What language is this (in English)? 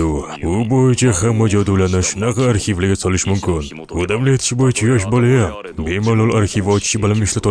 Uzbek